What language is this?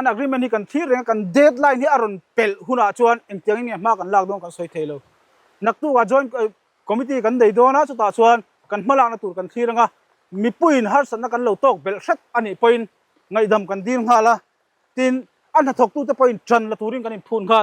Mizo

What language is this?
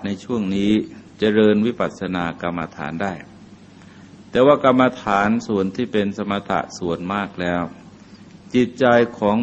Thai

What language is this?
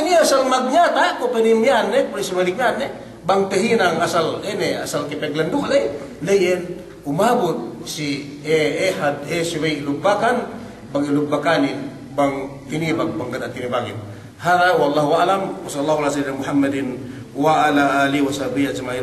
Yakan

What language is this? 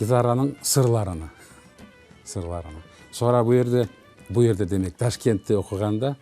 Crimean Tatar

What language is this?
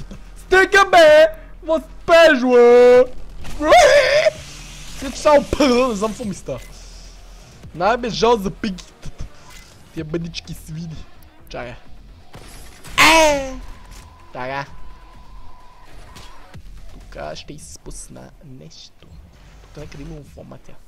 Bulgarian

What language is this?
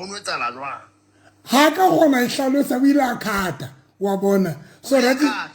Southern Sotho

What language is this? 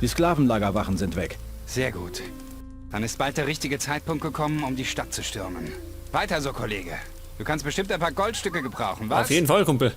Bavarian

